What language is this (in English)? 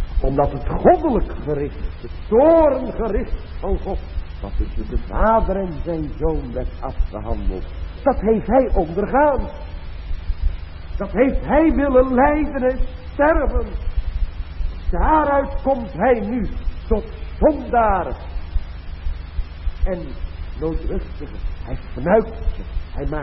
Dutch